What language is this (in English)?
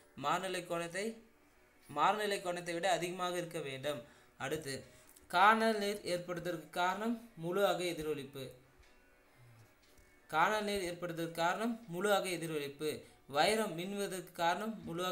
Tamil